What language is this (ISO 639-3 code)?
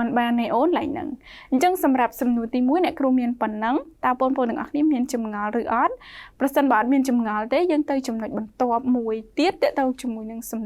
khm